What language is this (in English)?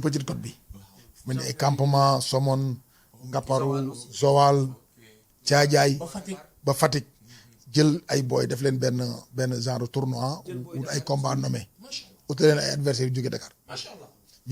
Wolof